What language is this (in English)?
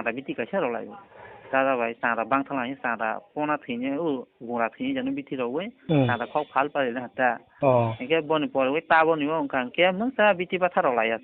Kok Borok